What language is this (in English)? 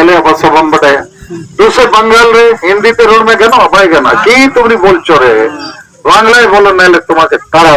Santali